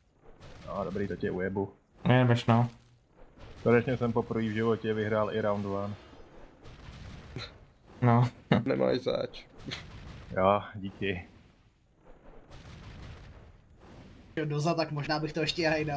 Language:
Czech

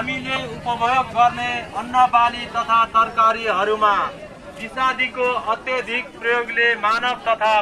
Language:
Nepali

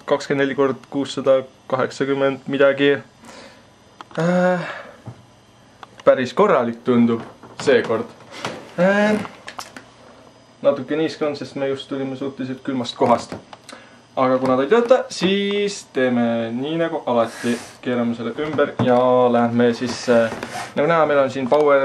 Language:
Estonian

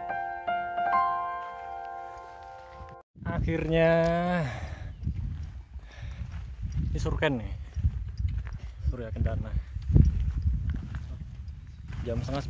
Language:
Indonesian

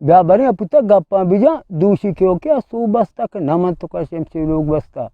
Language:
Eastern Balochi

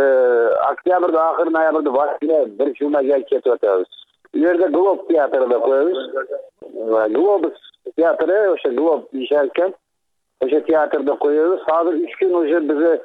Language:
Kyrgyz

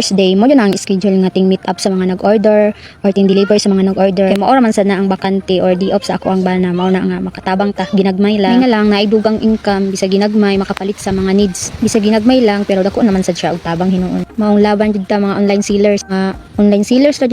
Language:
Cebuano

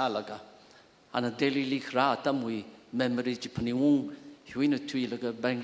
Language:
Tangkhul Naga (India)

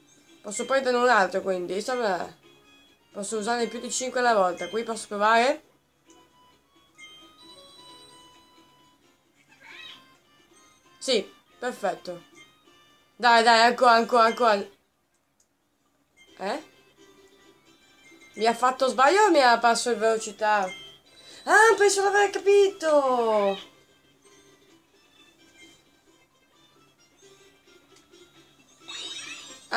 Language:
Italian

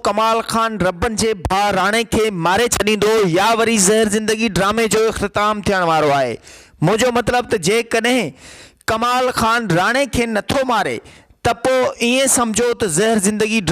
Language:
Sindhi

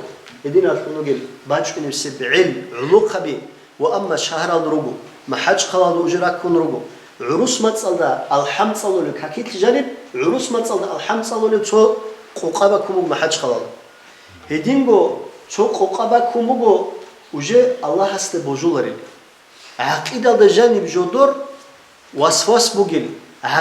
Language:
Avaric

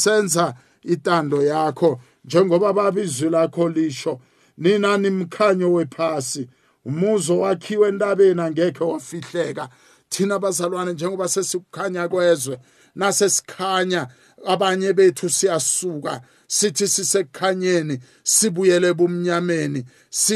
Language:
South Ndebele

